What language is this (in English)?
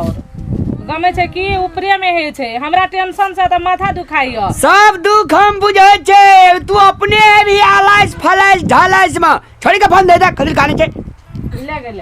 Maithili